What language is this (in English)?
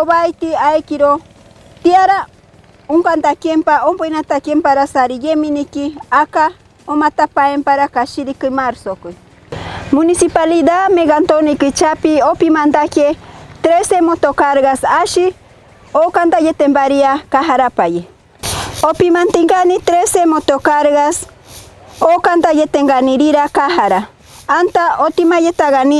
Machiguenga